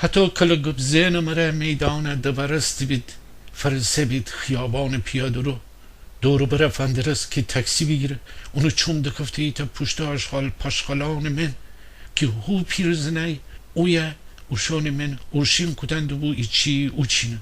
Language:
Gilaki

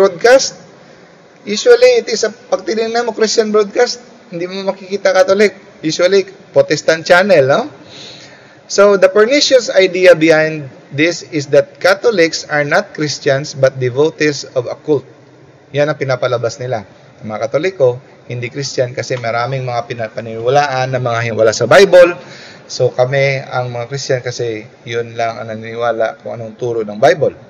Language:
Filipino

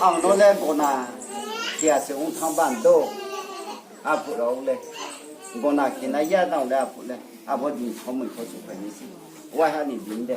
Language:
Riang (India)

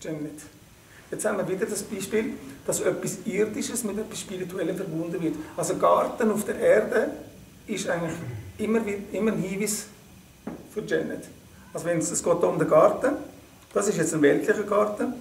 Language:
Swiss German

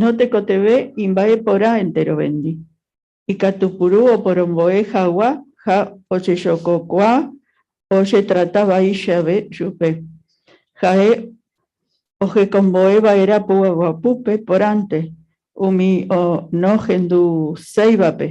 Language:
Guarani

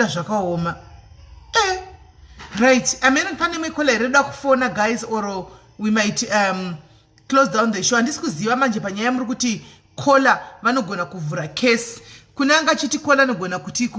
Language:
Shona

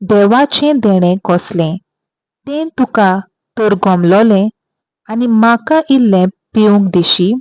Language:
Konkani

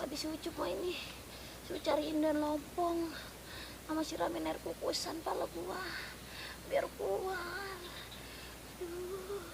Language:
Betawi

